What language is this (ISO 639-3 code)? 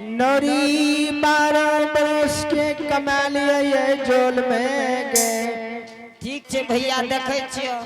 anp